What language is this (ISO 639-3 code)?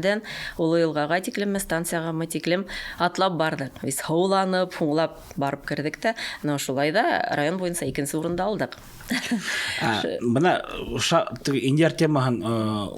bak